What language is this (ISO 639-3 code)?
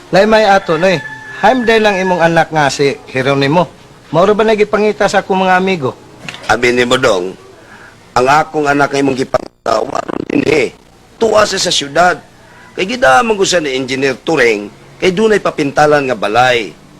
ceb